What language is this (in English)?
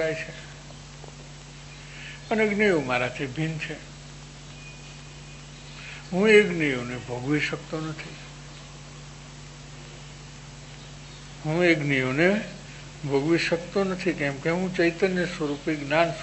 Gujarati